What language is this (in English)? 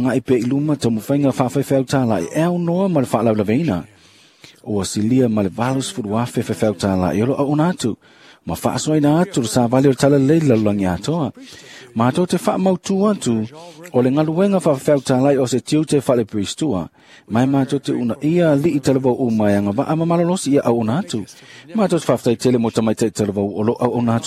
Samoan